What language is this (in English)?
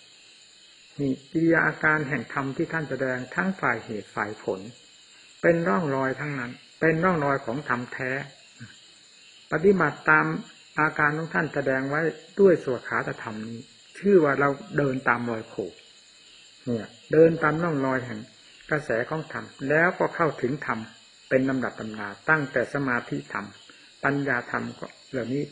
Thai